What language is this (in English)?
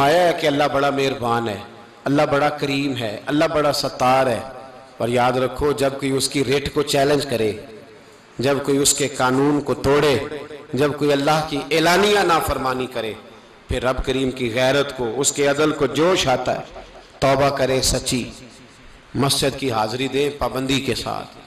Urdu